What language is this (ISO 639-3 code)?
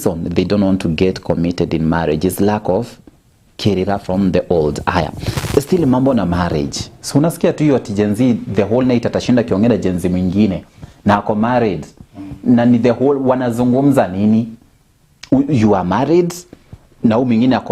kik